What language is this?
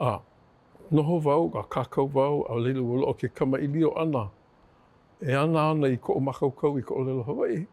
Hawaiian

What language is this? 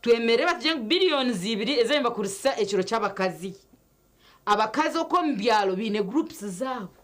Nyankole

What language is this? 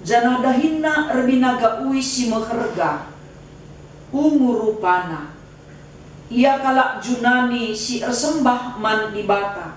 Batak Karo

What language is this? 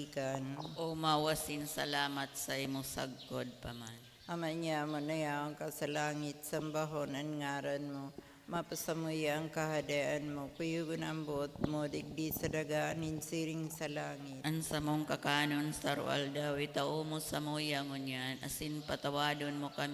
Bikol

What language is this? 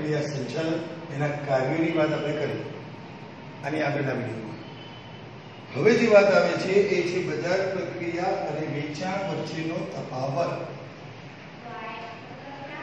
Gujarati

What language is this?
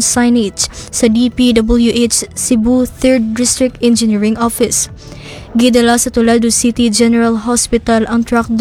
Cebuano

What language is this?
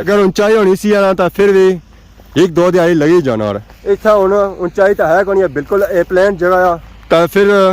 Pahari-Potwari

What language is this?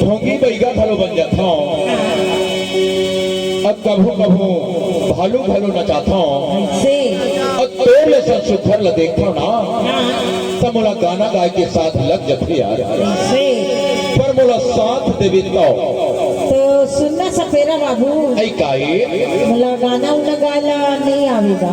Chhattisgarhi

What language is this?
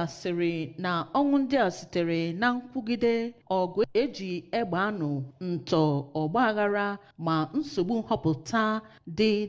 Igbo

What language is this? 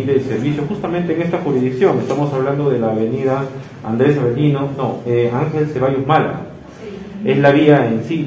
Spanish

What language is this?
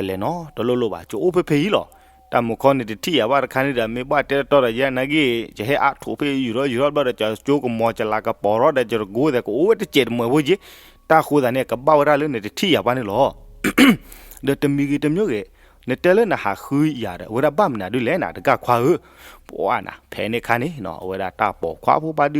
S'gaw Karen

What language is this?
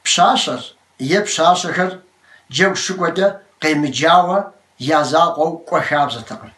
Kabardian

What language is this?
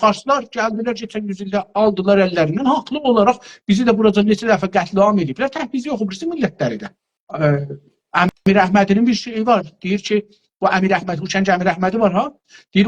South Azerbaijani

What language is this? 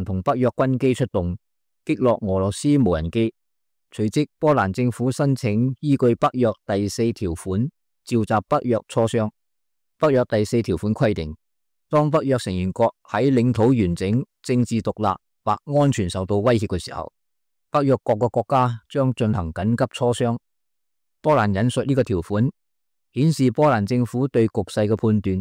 Cantonese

